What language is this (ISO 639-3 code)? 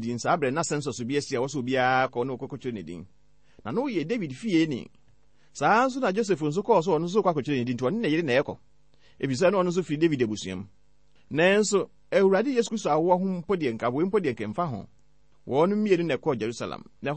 aka